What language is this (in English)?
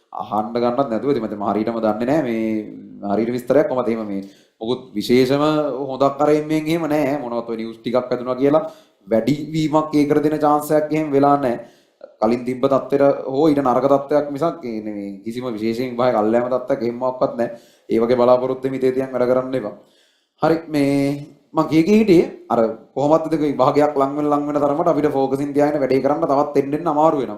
Sinhala